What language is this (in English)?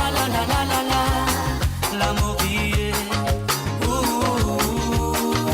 Morisyen